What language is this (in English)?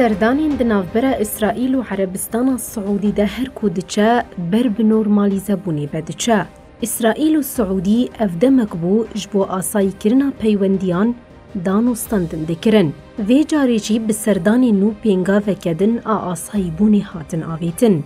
Kurdish